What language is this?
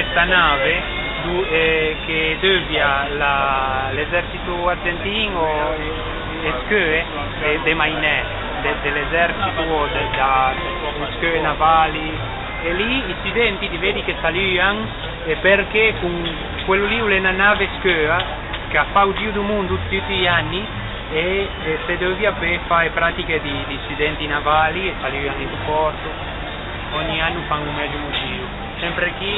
Ligurian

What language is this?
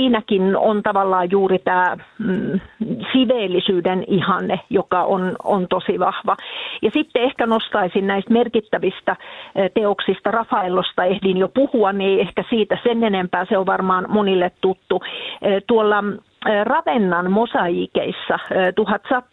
Finnish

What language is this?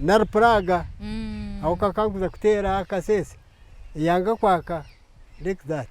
Nyankole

